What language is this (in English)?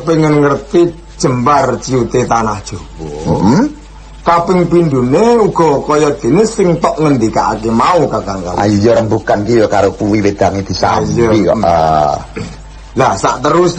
Javanese